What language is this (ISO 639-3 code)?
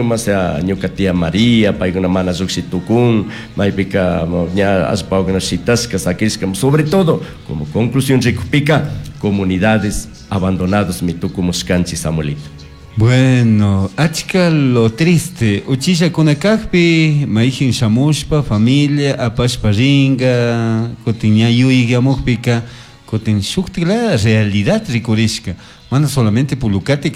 qug